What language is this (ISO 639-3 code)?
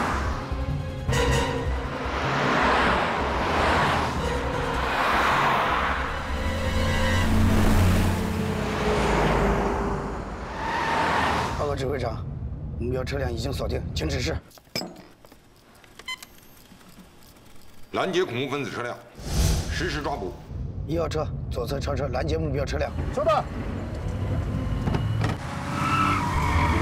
zho